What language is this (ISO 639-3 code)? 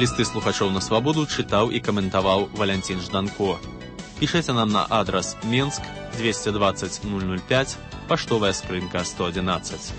bel